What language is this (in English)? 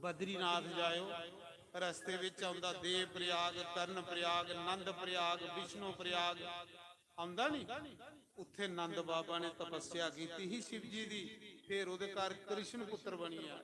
Dogri